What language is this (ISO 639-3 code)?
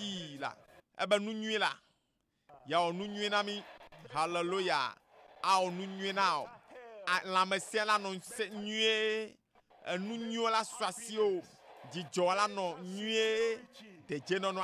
ewe